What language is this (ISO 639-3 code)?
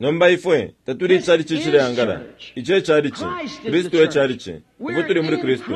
bem